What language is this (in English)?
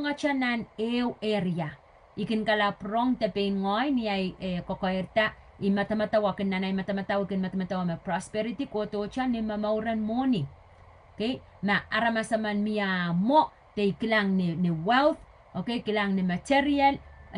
Pohnpeian